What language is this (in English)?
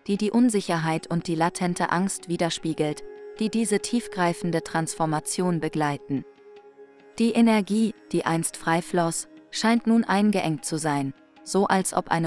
German